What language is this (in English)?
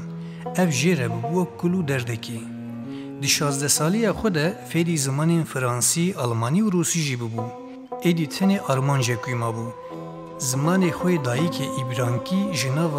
Kurdish